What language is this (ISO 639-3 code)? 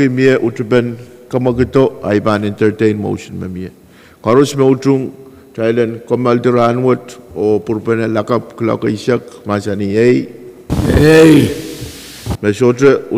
pon